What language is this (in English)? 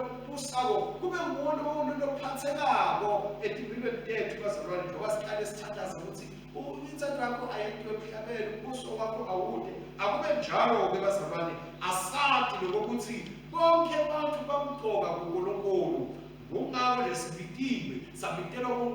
Swati